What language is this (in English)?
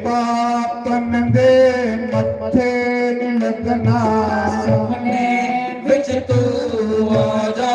Dogri